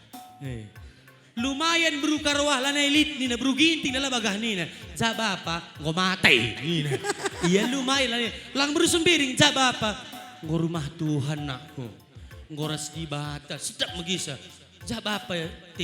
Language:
Batak Karo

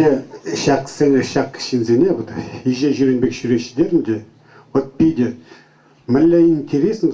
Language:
Chuvash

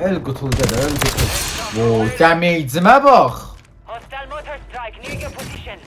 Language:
South Azerbaijani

